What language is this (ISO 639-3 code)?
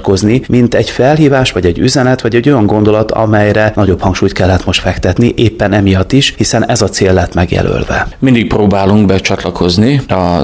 hun